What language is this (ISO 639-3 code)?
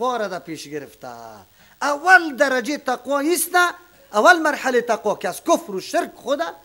fas